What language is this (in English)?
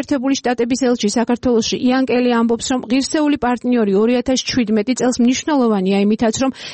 Georgian